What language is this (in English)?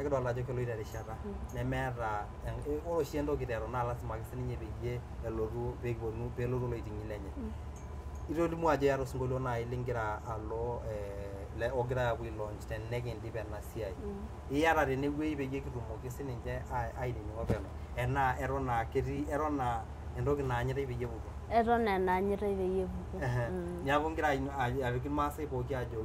Masai